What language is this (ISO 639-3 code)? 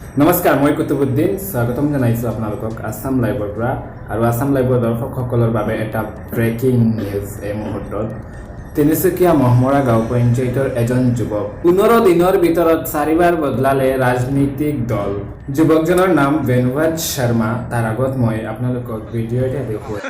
asm